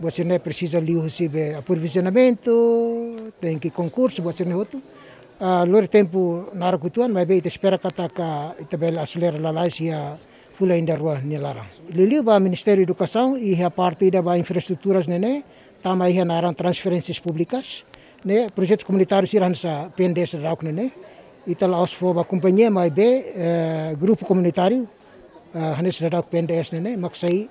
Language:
Tetum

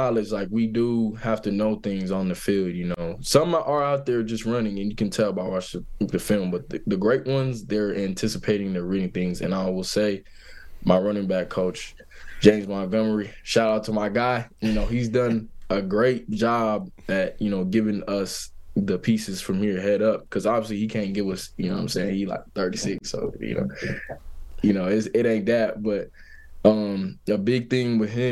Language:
English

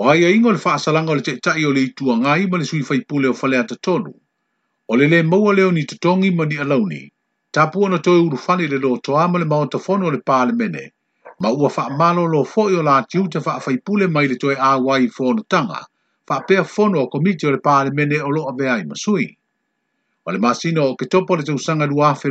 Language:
Samoan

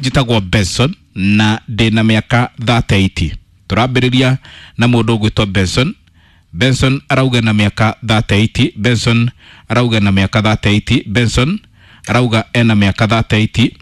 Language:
Kikuyu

